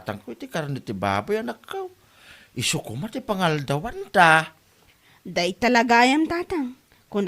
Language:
Iloko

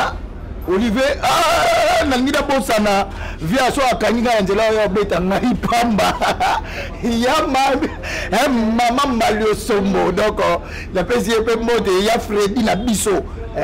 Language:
Lingala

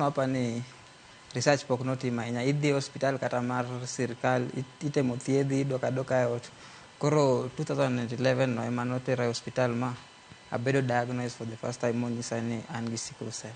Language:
Luo (Kenya and Tanzania)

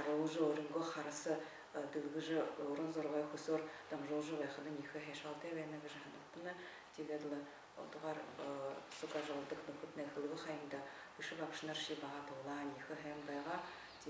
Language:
Buriat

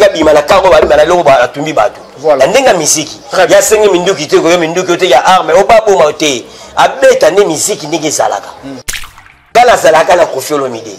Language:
Lingala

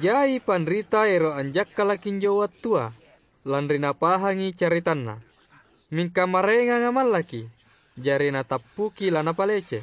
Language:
Makasar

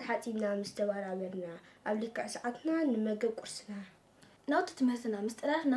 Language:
Tigrinya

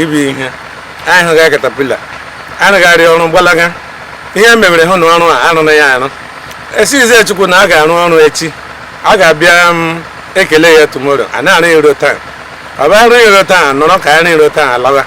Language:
Igbo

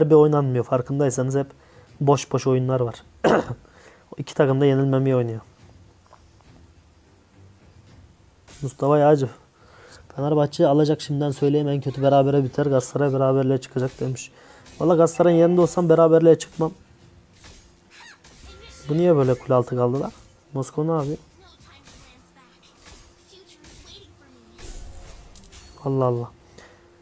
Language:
Turkish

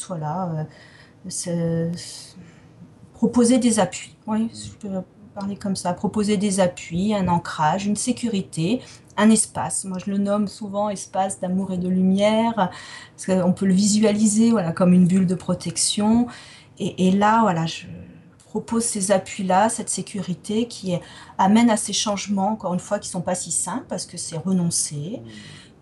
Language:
French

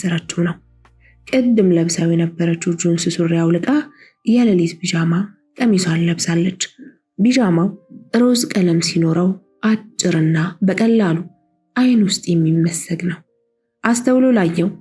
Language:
Amharic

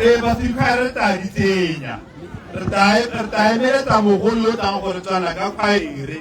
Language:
Tswana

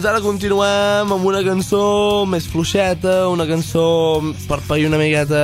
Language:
Catalan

